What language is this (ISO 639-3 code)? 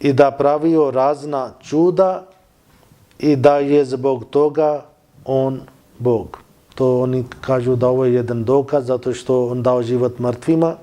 bos